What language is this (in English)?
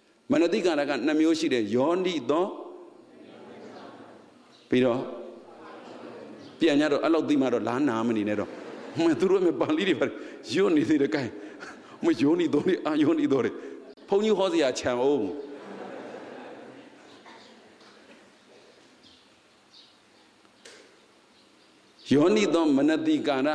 Burmese